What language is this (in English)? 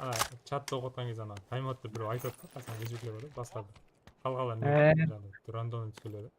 Kara-Kalpak